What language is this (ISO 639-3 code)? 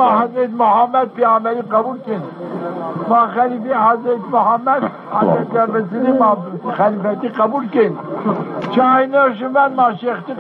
zza